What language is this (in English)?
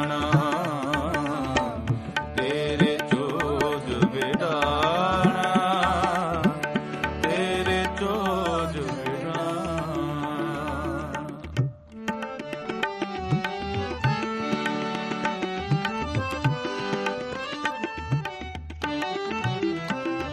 Punjabi